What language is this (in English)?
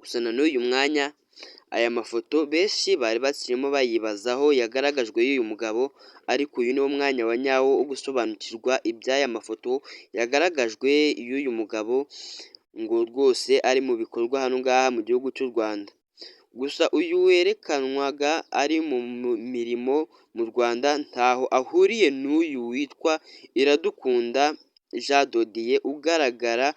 Kinyarwanda